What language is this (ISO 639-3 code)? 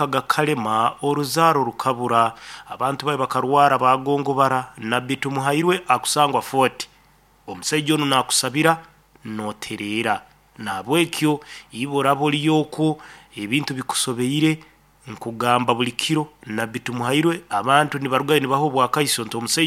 nyo